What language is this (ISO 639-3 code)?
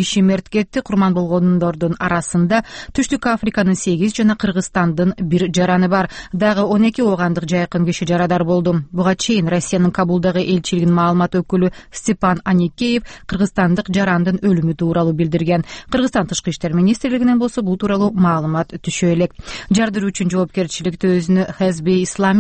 kir